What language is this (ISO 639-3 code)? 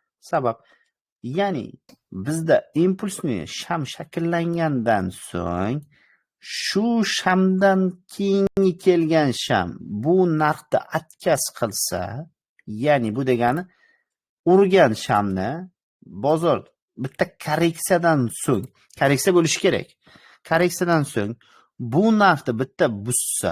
uzb